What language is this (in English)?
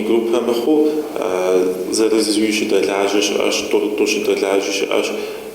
Kabardian